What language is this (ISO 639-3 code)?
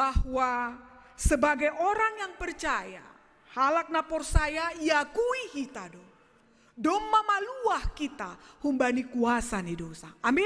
bts